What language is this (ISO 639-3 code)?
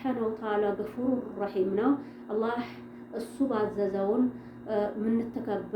amh